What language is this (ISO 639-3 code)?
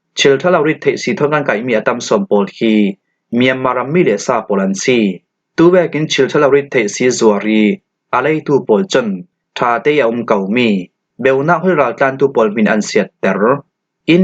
cfm